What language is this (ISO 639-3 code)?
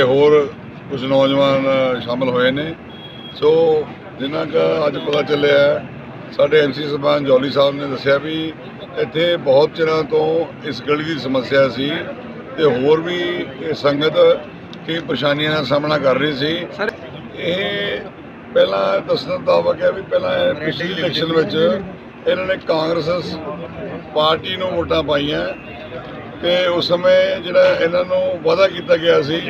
pan